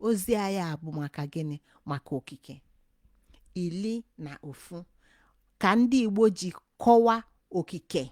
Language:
Igbo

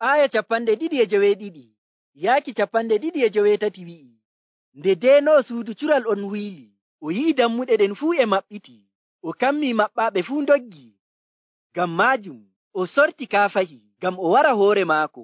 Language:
Nigerian Fulfulde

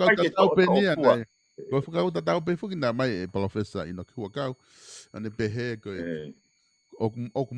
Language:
Tongan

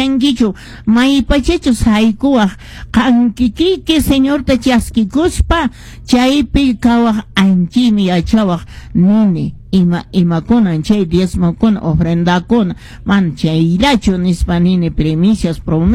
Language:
Quechua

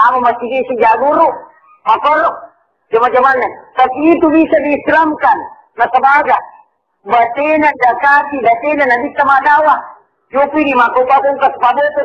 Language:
Buginese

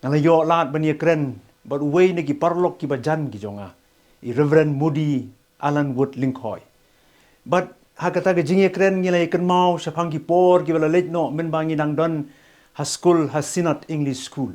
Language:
Khasi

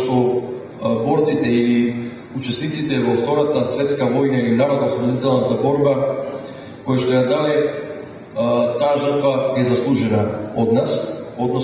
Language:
Macedonian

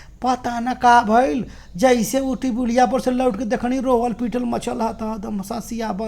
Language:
Bhojpuri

